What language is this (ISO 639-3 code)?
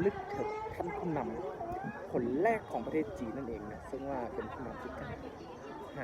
lao